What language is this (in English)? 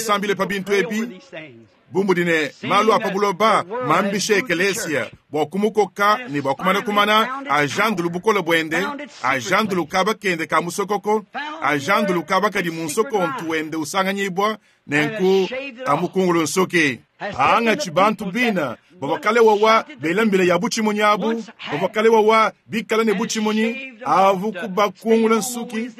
Luba-Lulua